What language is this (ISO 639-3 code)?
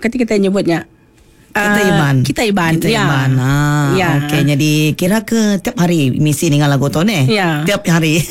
iba